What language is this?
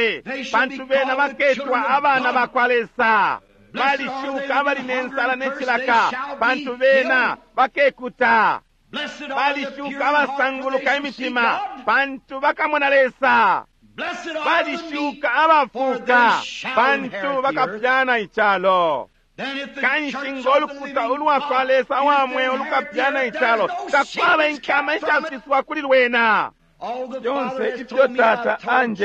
Bemba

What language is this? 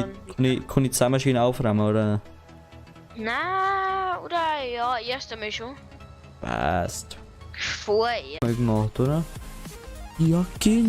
Bavarian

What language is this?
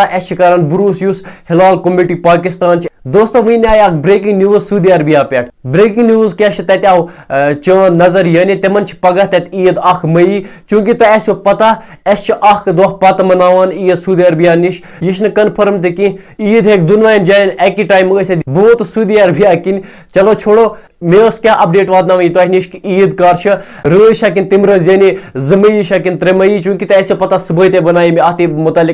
Kashmiri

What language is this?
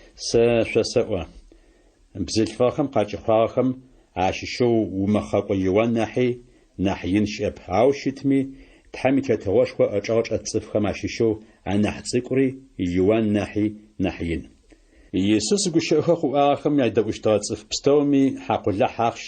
Adyghe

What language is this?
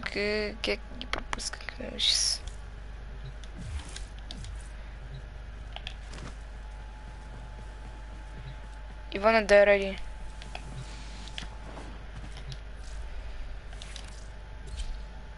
Bulgarian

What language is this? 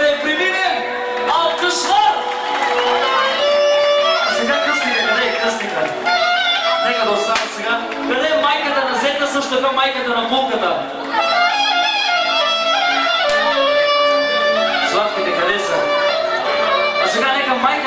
Bulgarian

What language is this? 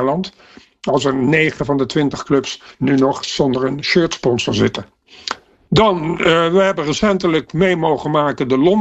Dutch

